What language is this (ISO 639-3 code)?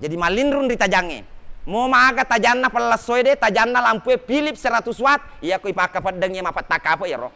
bug